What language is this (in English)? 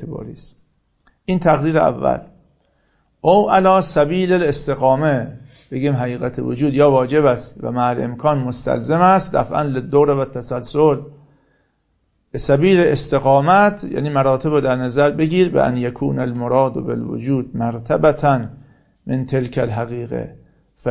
Persian